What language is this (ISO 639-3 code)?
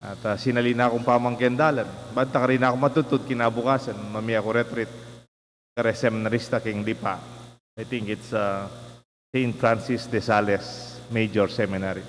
pam